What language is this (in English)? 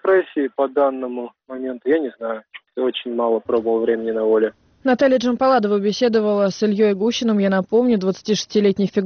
Russian